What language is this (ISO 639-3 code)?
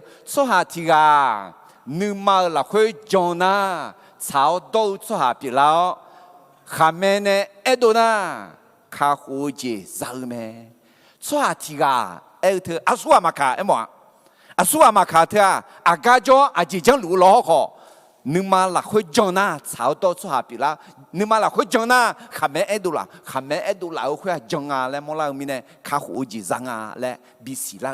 ahk